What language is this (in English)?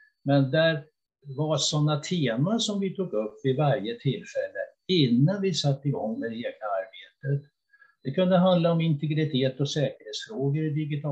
Swedish